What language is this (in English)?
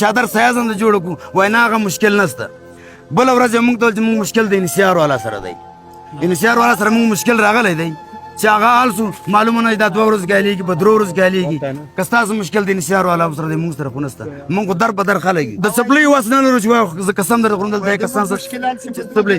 Pashto